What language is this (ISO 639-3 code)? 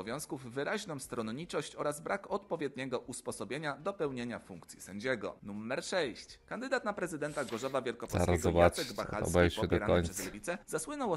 pol